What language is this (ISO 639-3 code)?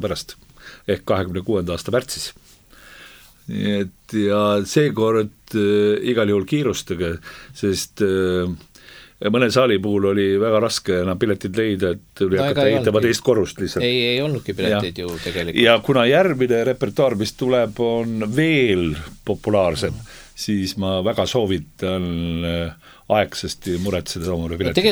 est